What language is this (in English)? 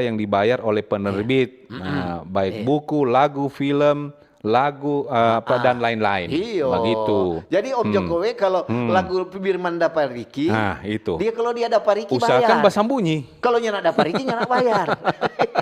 Manado Malay